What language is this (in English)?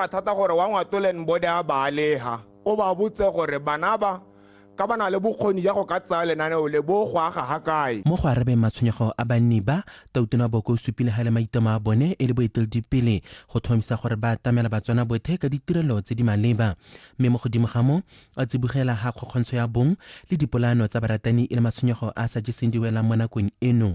Tswana